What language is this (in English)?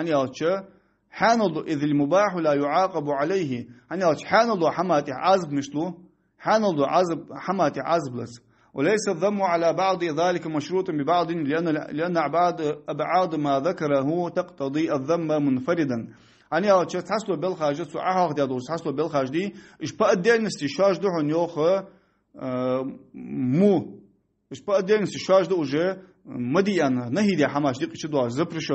Ingush